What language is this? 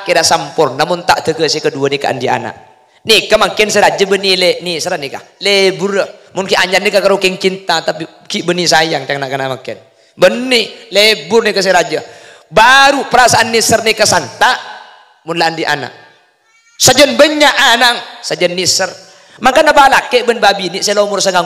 Madurese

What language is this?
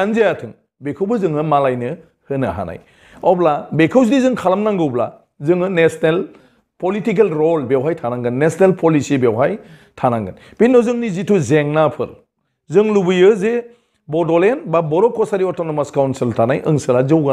Bodo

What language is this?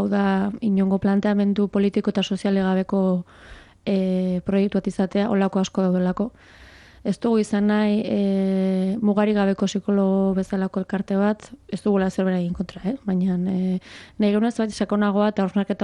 Basque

